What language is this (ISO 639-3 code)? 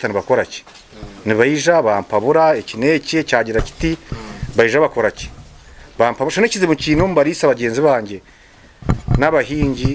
nyn